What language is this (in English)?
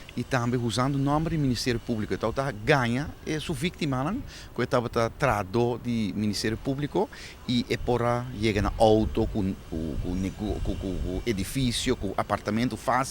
Papiamento